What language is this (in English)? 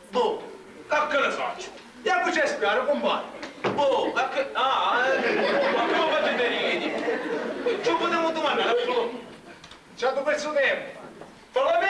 Sicilian